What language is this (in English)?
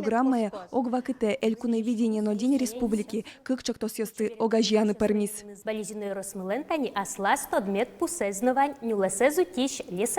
Udmurt